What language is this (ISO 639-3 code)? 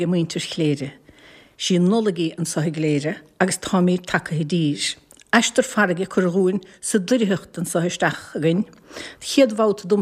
gle